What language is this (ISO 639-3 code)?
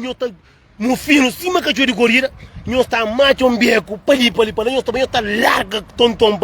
kea